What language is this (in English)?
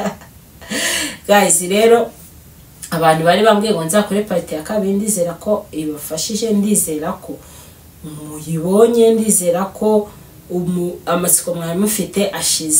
Kinyarwanda